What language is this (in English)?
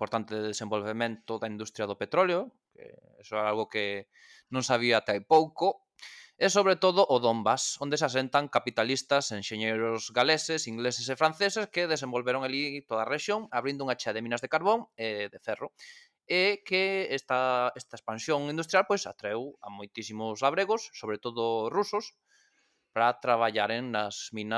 Galician